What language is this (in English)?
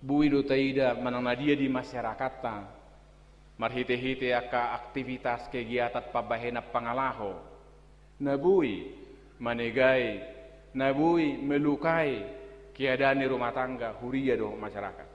Batak Toba